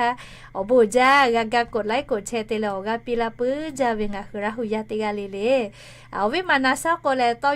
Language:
Lahu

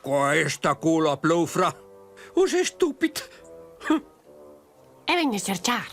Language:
Romansh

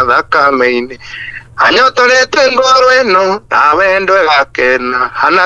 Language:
Kikuyu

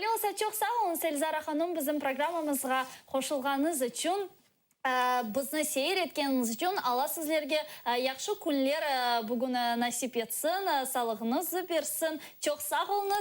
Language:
Crimean Tatar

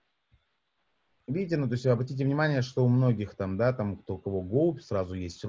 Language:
Russian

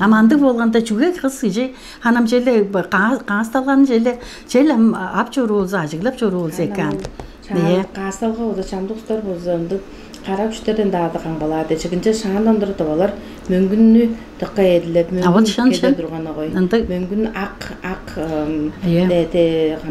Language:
Tuvinian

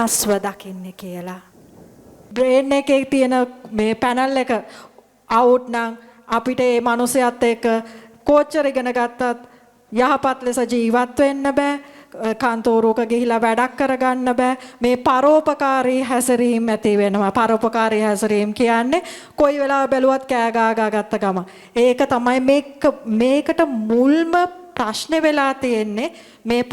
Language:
Sinhala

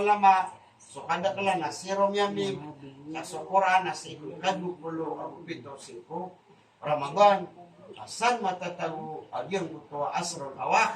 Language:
Maranao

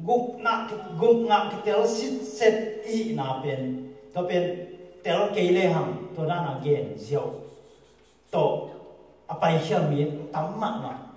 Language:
Tedim Chin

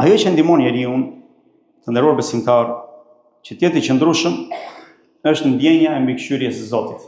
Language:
Albanian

